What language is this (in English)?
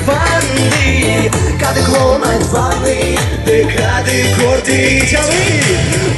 Moksha